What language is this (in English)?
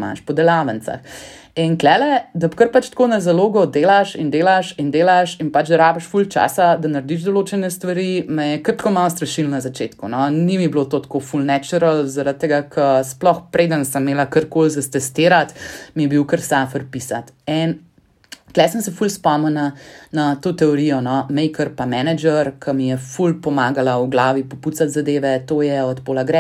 Slovenian